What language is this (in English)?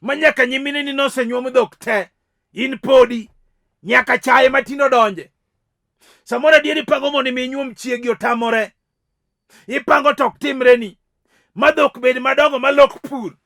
Luo (Kenya and Tanzania)